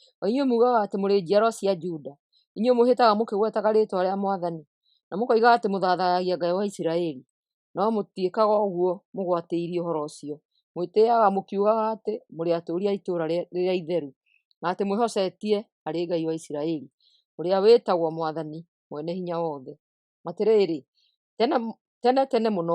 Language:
Kikuyu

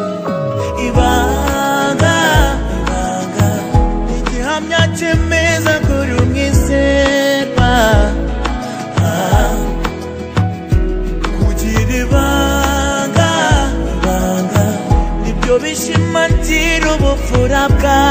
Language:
Kinyarwanda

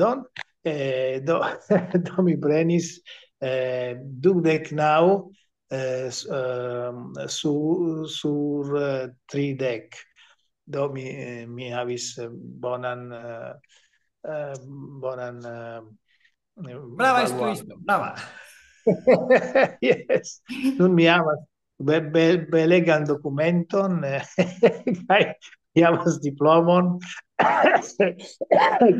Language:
Esperanto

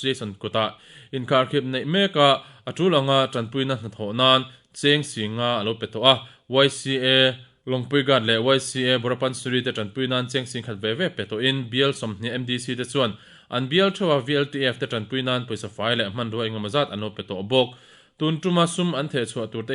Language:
Mizo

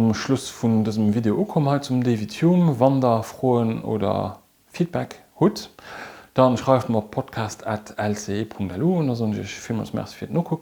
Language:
Luxembourgish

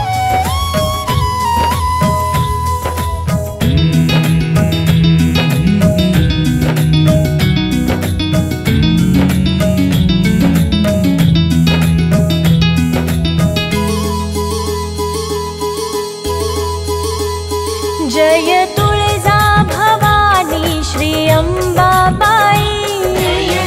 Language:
Marathi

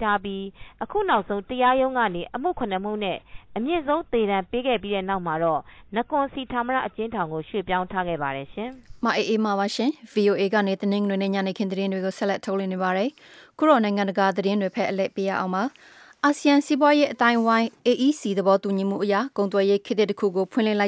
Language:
Burmese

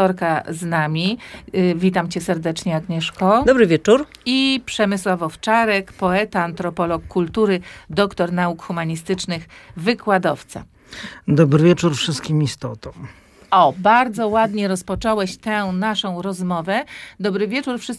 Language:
Polish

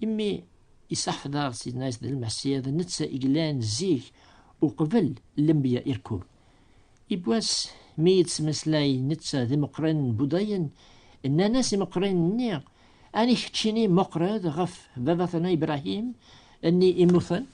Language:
Kabyle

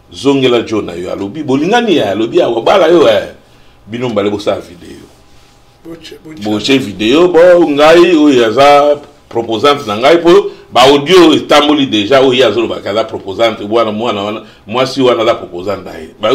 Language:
Lingala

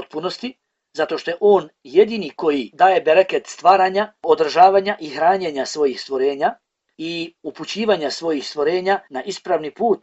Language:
Bosnian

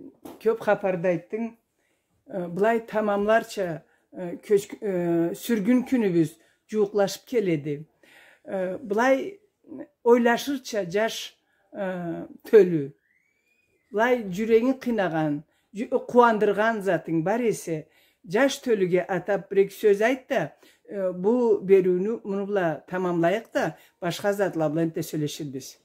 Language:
Karachay-Balkar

